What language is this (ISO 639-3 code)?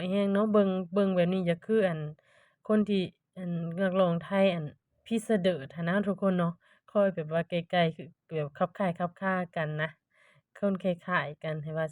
lao